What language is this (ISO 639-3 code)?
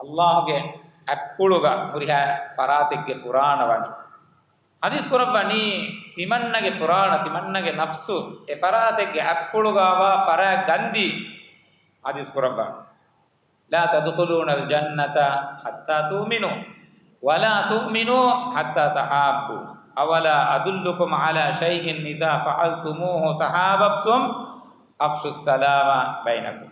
div